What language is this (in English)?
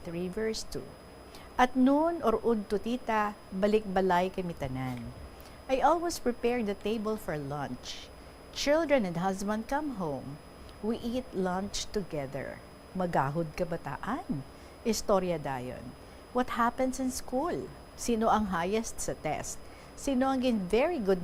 Hiligaynon